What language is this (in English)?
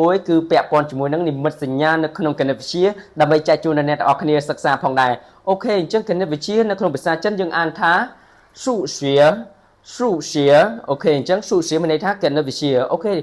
Khmer